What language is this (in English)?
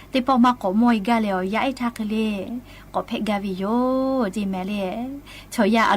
Lahu